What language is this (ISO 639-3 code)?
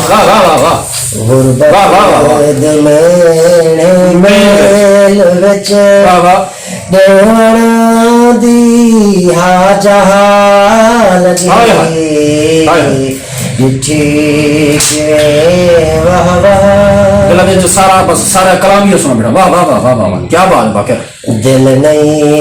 skr